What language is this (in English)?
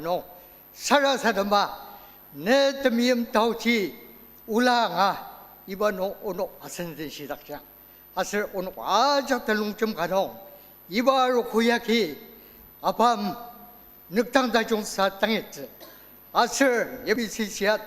Ao Naga